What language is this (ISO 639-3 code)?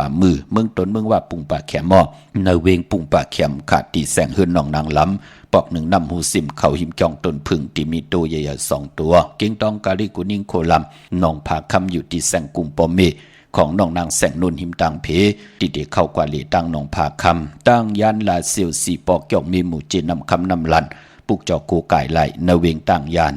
shn